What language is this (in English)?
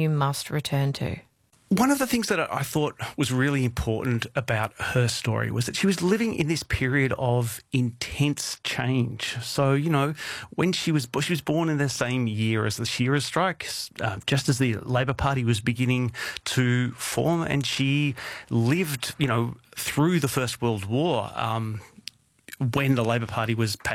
English